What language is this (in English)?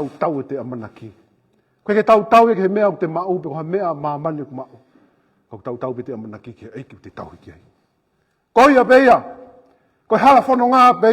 Tongan